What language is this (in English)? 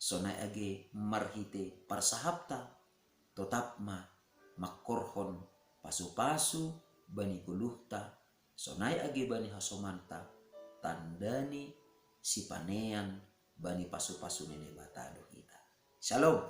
Batak Simalungun